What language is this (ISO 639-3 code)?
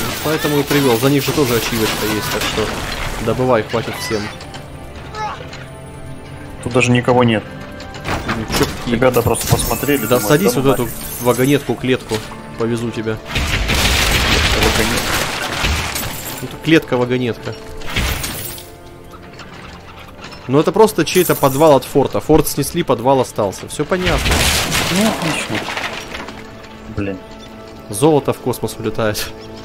rus